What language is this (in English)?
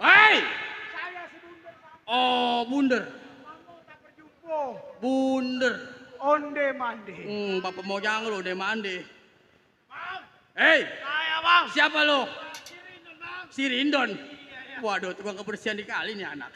Betawi